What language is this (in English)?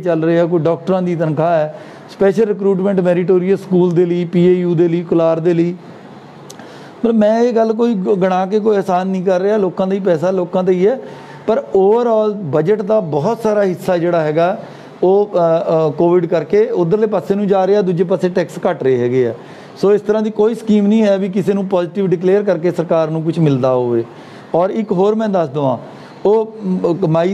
Punjabi